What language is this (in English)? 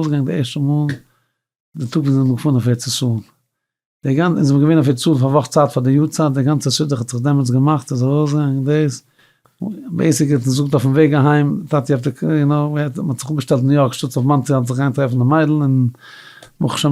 Yiddish